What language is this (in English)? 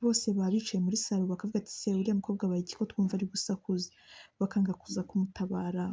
Kinyarwanda